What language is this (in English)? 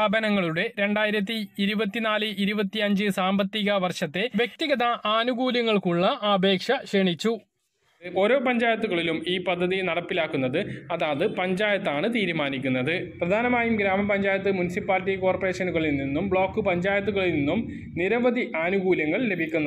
Malayalam